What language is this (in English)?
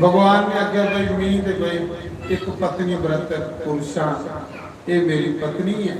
Dogri